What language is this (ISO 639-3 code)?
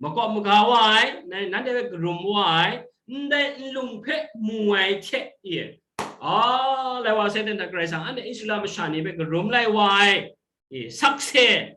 kac